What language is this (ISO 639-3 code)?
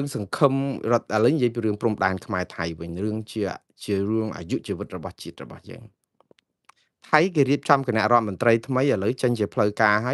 khm